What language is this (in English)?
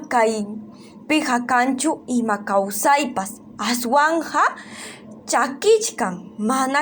Ayacucho Quechua